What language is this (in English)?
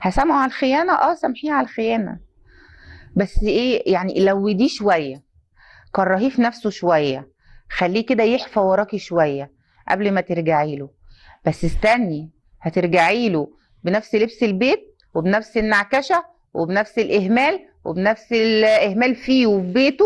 Egyptian Arabic